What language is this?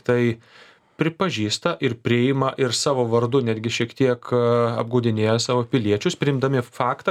Lithuanian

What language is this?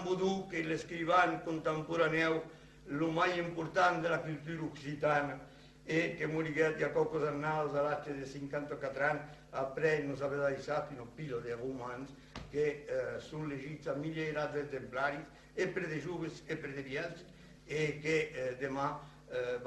Occitan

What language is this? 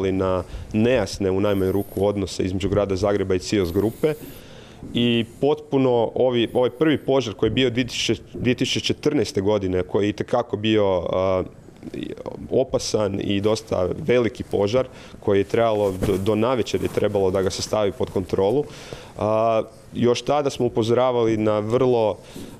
Croatian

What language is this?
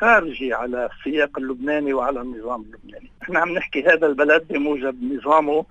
North Levantine Arabic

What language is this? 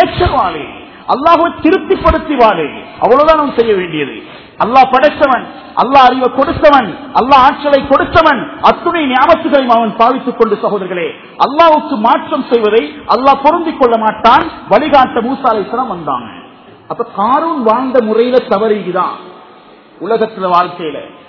Tamil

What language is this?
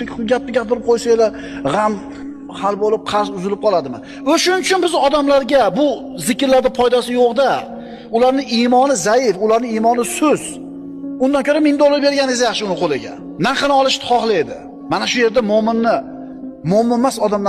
Uzbek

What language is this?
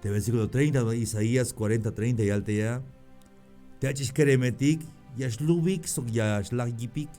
Tzeltal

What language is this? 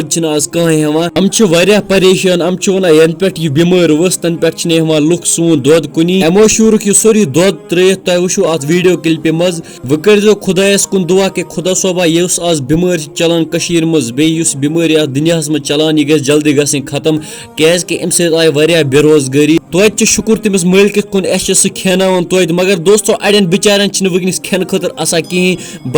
Kashmiri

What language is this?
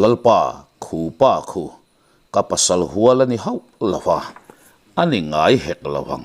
Mizo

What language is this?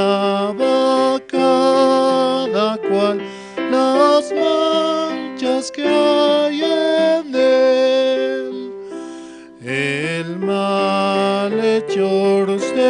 South Bolivian Quechua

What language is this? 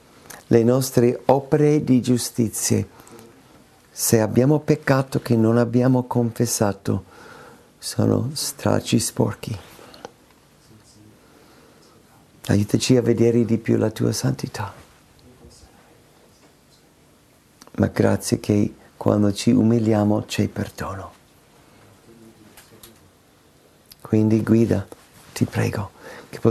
Italian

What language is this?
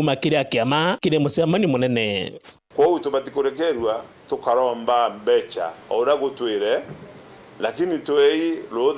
Meru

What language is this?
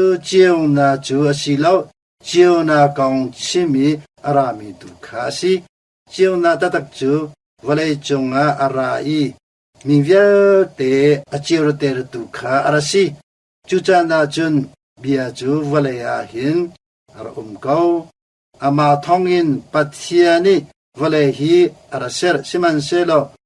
Hakha Chin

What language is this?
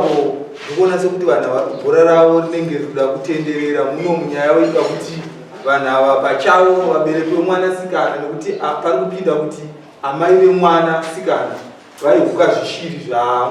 Shona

